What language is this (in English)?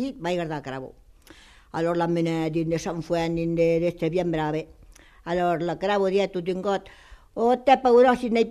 Occitan